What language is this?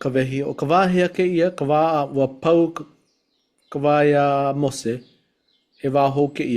Hawaiian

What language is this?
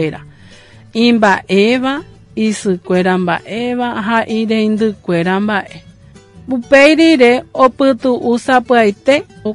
Guarani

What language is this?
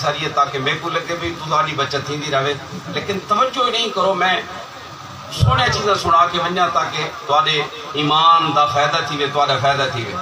Saraiki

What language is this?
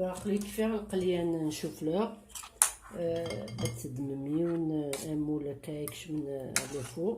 Kabyle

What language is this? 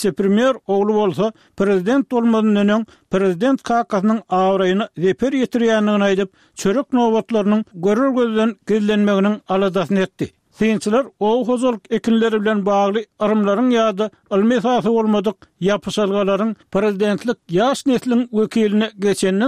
Turkmen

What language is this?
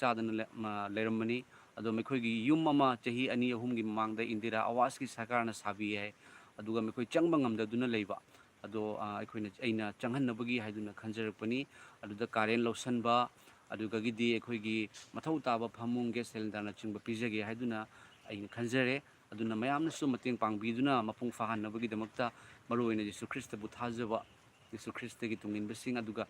Manipuri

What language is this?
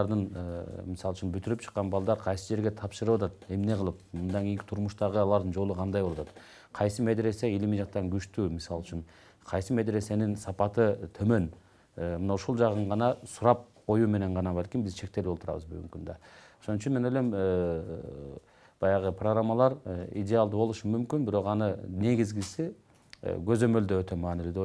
Kyrgyz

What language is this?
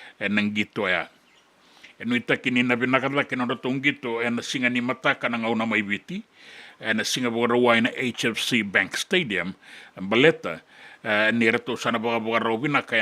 Fijian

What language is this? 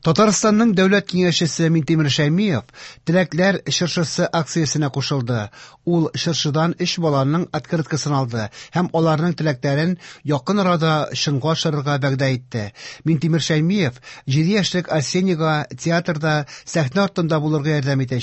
Tatar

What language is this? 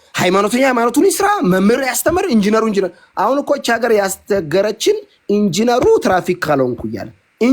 Amharic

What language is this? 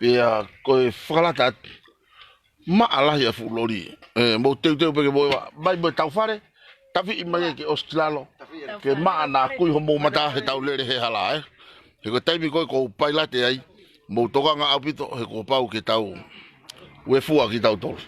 Tongan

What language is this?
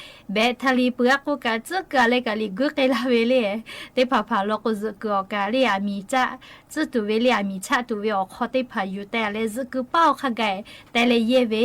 Lahu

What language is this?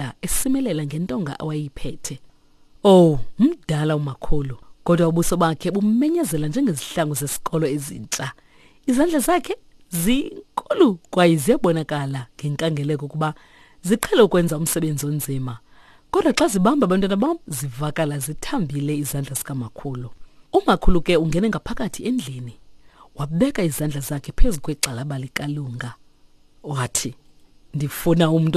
Xhosa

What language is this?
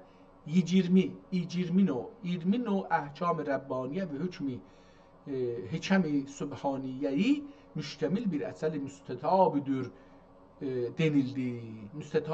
South Azerbaijani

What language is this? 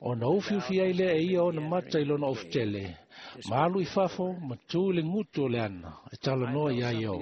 Samoan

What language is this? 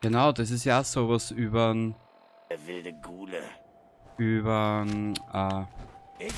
Bavarian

